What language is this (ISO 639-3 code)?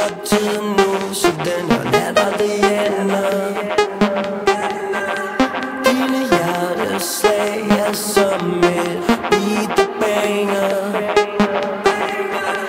dan